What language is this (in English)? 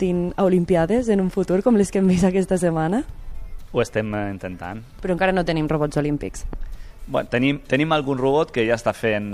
Catalan